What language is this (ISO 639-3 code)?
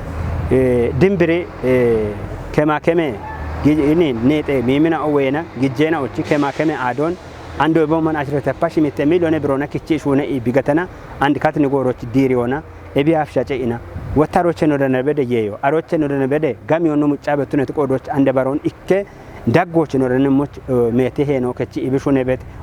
kbr